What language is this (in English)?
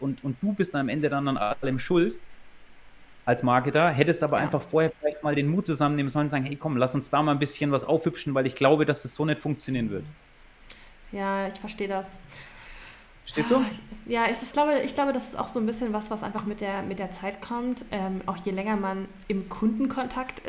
German